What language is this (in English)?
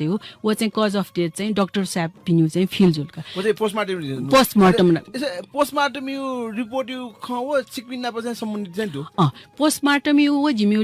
Newari